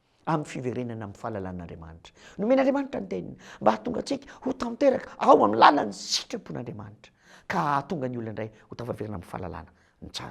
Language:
Malagasy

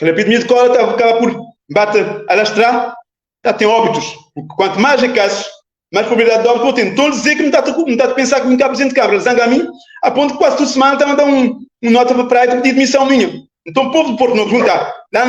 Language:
Kabuverdianu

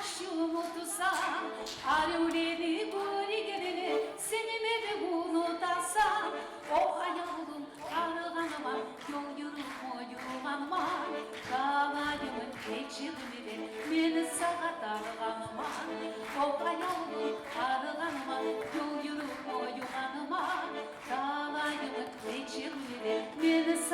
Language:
Kumyk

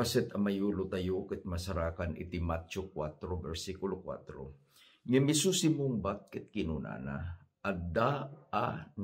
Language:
Iloko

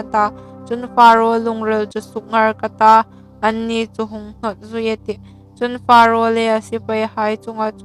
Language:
Hmar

